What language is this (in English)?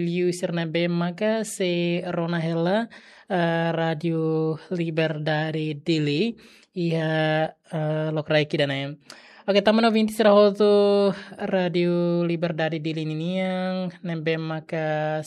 Tetum